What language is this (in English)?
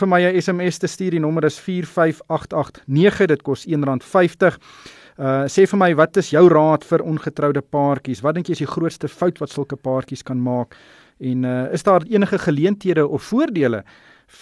Afrikaans